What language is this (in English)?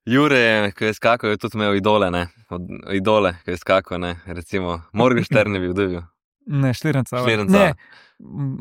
Slovenian